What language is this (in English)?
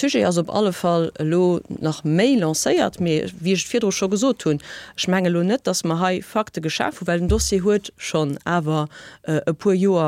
Luxembourgish